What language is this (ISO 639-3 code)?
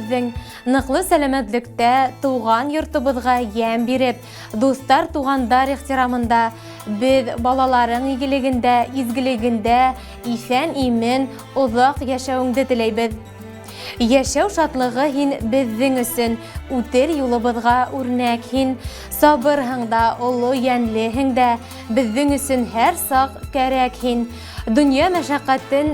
bak